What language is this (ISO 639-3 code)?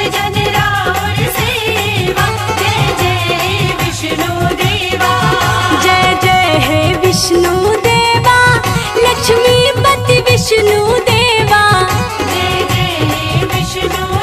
bho